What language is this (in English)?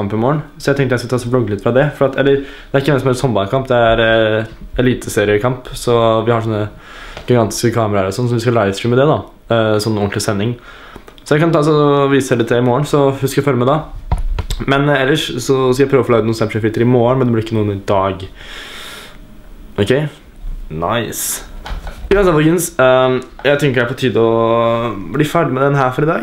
Norwegian